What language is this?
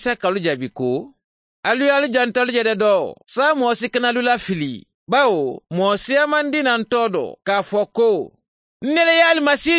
Mandingo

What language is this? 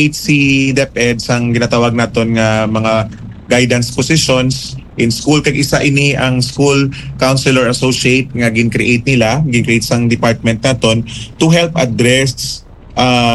Hiligaynon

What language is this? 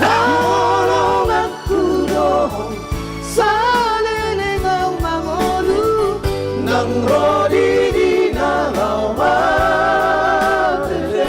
Batak Toba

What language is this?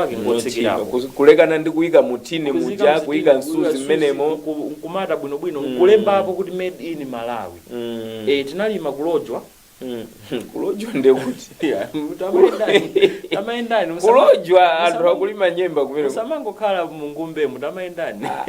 Nyanja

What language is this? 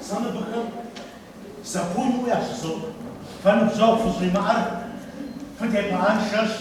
Kabardian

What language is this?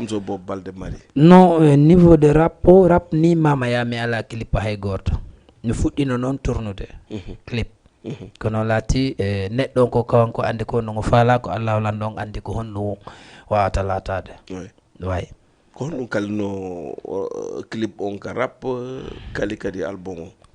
Fula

